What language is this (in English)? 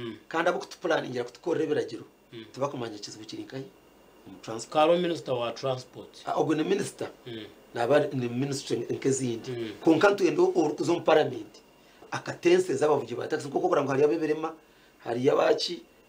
Nyankole